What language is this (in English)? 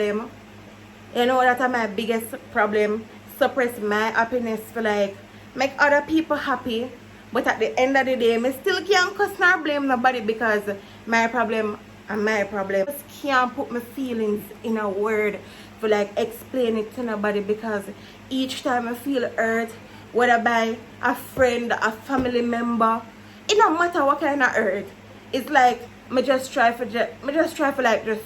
Jamaican Creole English